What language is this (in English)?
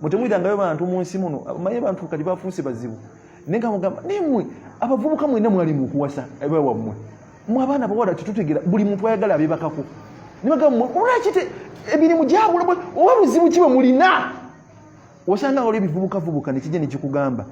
Ganda